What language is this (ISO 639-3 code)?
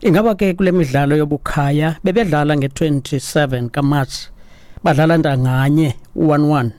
xho